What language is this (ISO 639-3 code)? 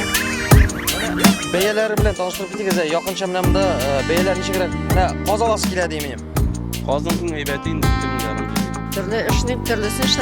tat